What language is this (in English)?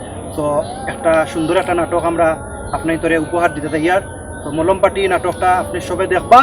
Sylheti